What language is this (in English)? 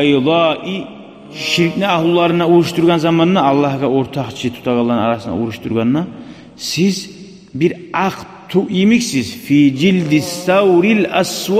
Kumyk